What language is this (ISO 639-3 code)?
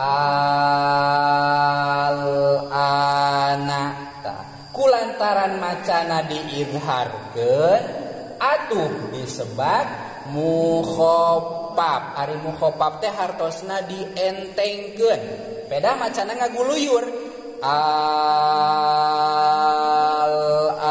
sun